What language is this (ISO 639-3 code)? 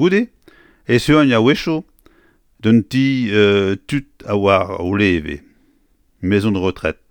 bre